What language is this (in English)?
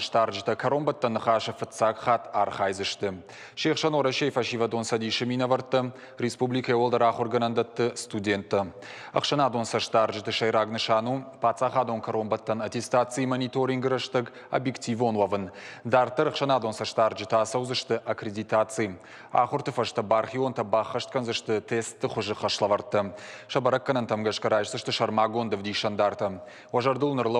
Ossetic